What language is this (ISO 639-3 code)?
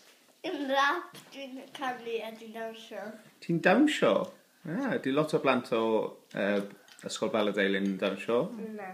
cym